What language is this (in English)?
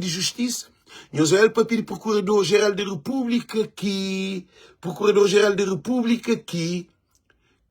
Kabuverdianu